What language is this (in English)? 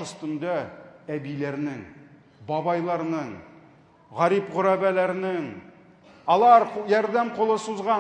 Tatar